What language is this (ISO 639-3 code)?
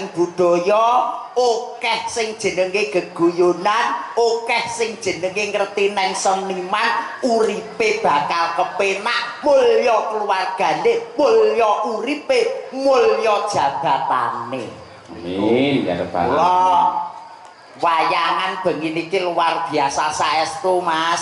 jav